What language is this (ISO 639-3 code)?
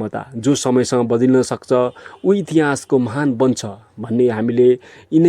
nep